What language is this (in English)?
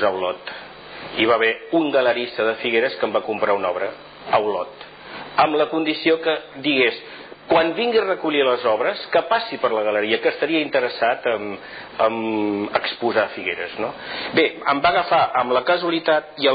Catalan